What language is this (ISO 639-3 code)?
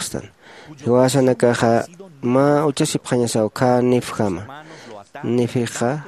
aym